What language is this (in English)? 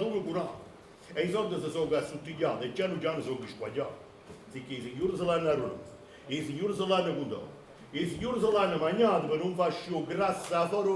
Neapolitan